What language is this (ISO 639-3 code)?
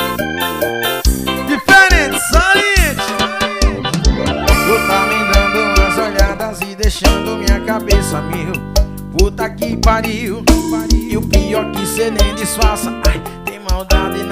por